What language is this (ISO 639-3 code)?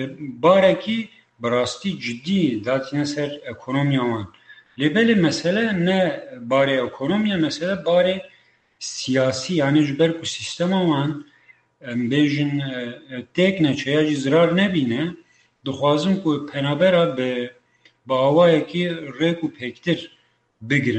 kur